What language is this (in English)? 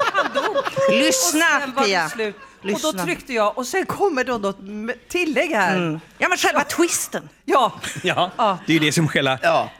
Swedish